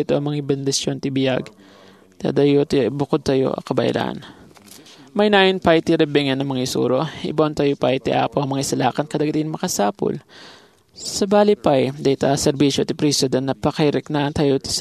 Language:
Iloko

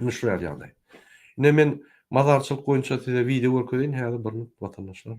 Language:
Turkmen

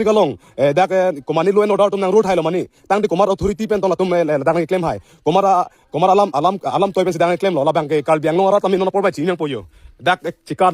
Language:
Karbi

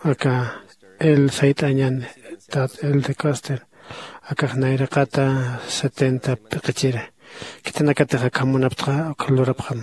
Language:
Aymara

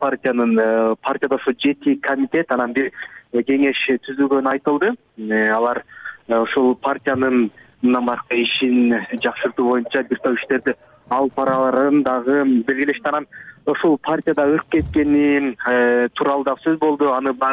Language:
Kyrgyz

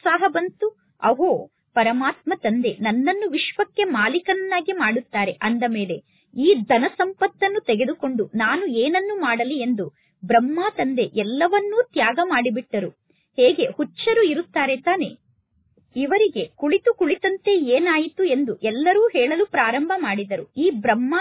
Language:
Kannada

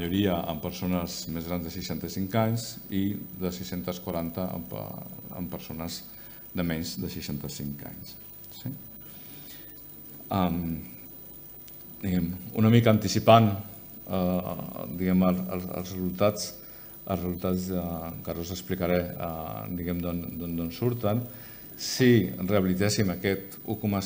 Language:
Catalan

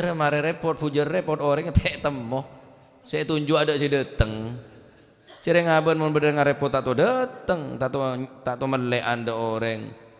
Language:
Madurese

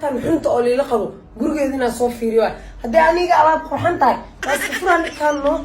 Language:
Somali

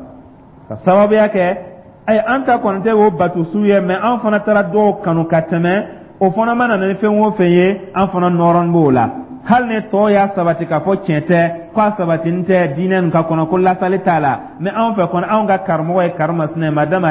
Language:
Dyula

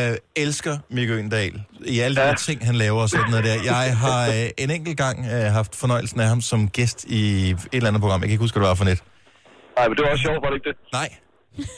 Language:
Danish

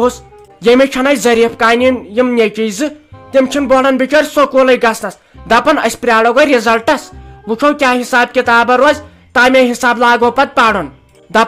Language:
Kashmiri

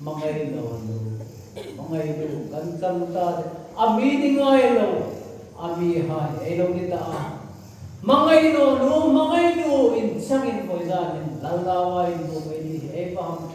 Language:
Hmar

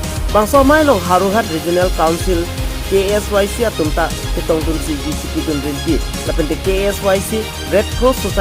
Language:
Karbi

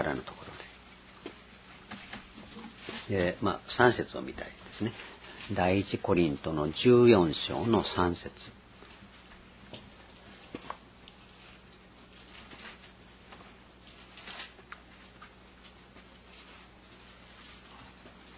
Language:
Japanese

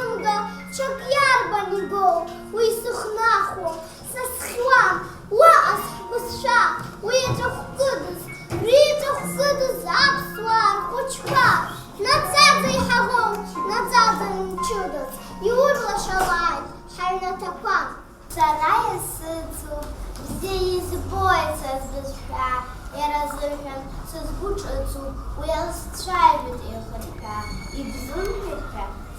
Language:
Abkhazian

